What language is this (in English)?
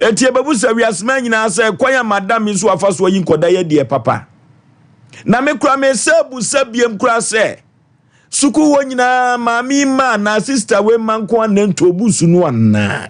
Akan